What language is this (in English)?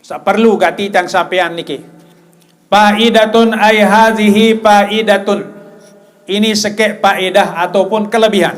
Sasak